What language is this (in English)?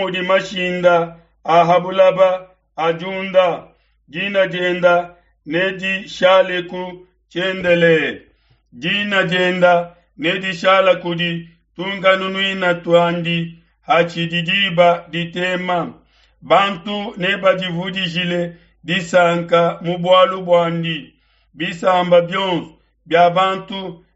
Luba-Lulua